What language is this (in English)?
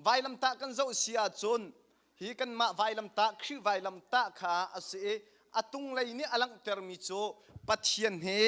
Hakha Chin